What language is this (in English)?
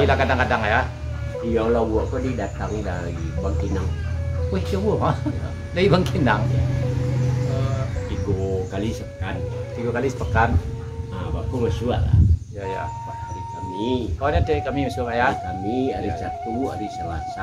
Minangkabau